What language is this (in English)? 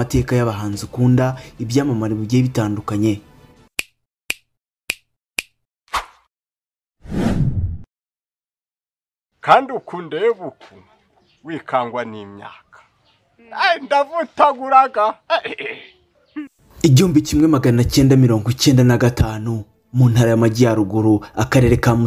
Kinyarwanda